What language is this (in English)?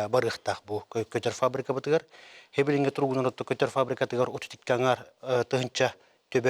Yakut